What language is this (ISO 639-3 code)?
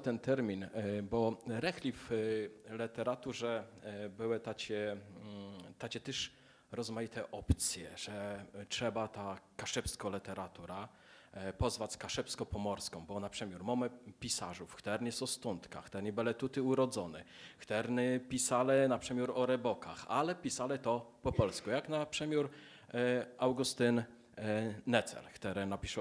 csb